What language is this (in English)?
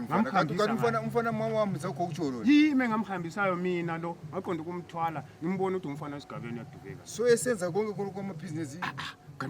North Ndebele